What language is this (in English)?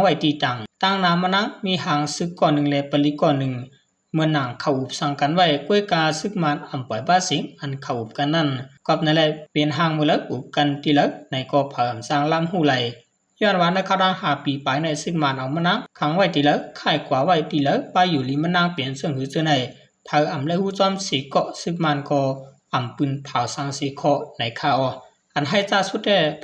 Shan